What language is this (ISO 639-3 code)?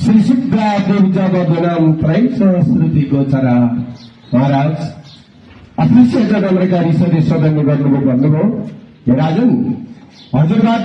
nep